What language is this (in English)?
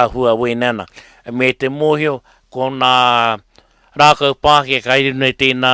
Māori